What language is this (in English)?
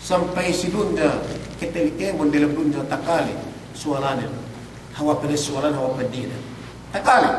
Yakan